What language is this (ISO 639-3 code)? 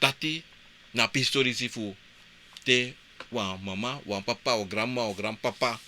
srn